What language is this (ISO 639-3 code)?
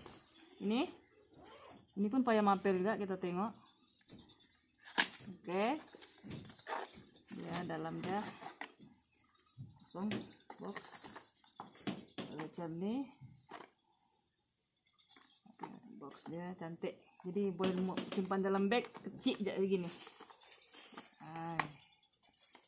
msa